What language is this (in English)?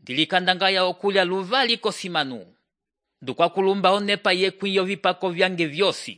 Umbundu